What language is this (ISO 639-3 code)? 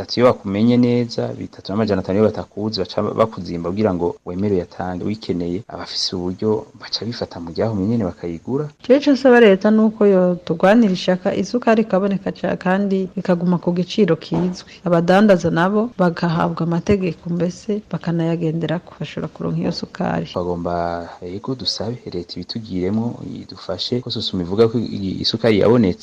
run